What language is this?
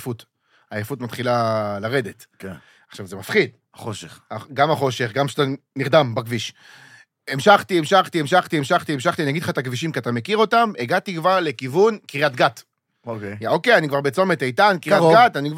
Hebrew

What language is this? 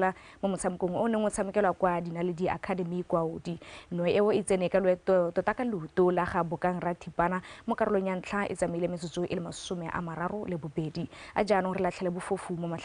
Tswana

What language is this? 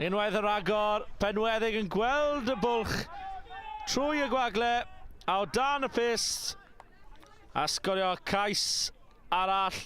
Welsh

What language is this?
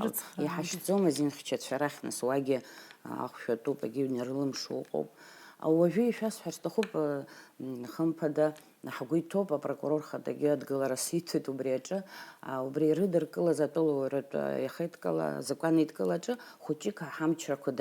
Abkhazian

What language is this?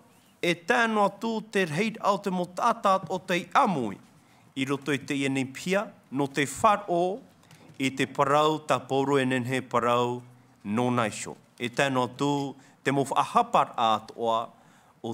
Tahitian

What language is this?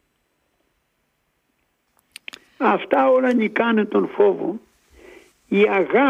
Greek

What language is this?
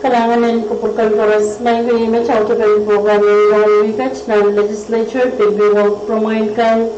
Pohnpeian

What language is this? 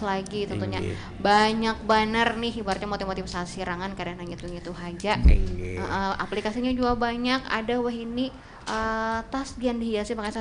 Banjar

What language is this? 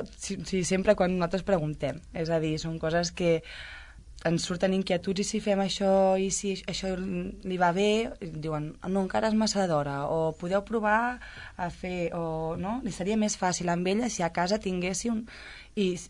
Catalan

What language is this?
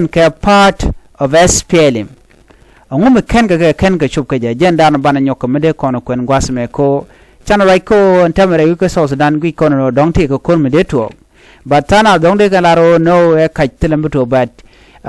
Nuer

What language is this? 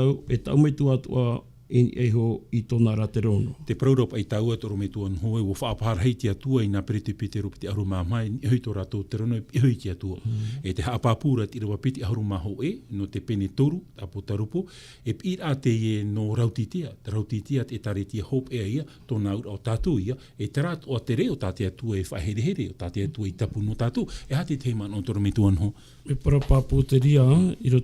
Tahitian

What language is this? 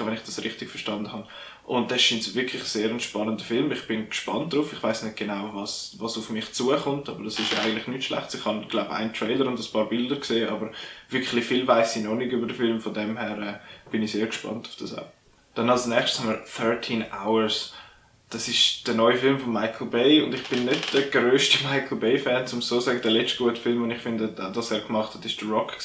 Swiss German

